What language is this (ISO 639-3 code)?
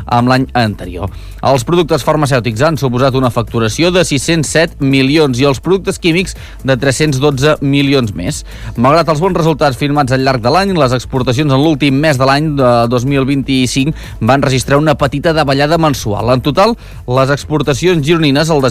cat